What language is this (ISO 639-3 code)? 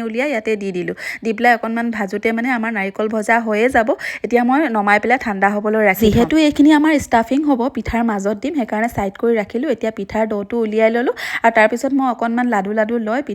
asm